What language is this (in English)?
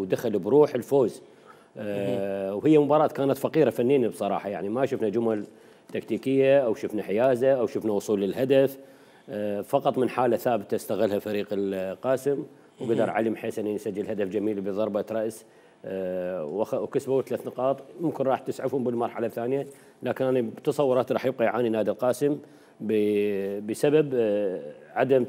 Mesopotamian Arabic